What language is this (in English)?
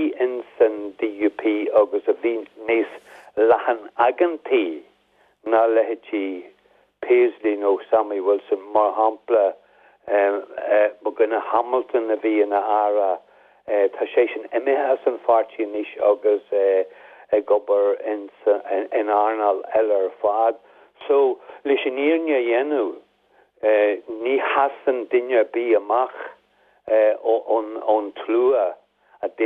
Irish